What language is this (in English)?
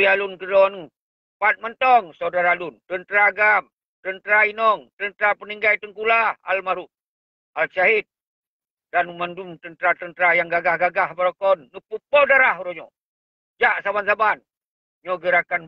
Achinese